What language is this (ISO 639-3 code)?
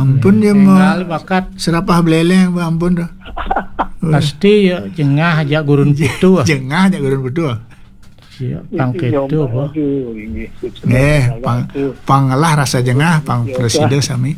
ban